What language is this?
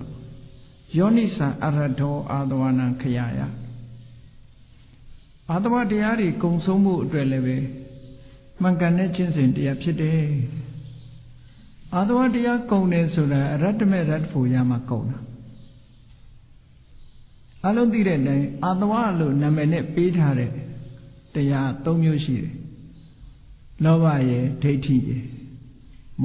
Burmese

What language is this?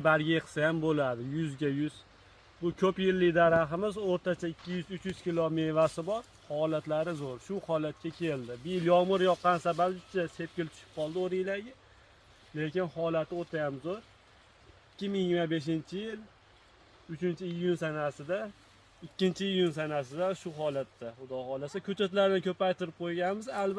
Uzbek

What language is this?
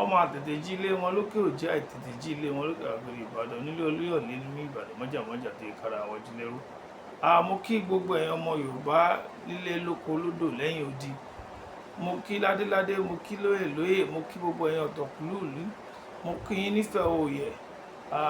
Yoruba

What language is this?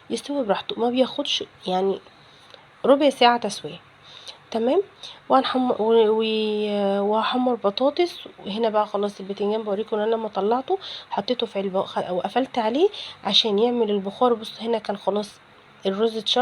Egyptian Arabic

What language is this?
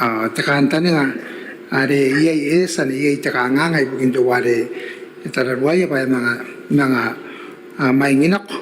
Gilbertese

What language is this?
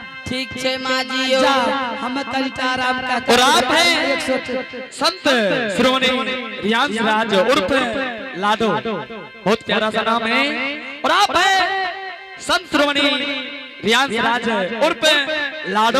Angika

